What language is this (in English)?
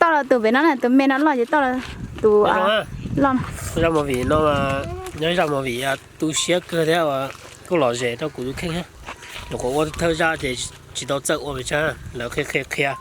Hmong